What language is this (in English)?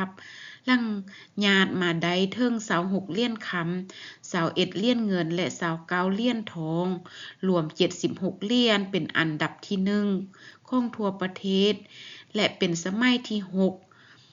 Lao